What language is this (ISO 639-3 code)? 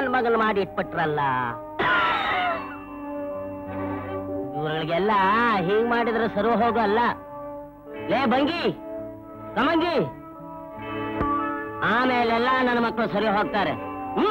kan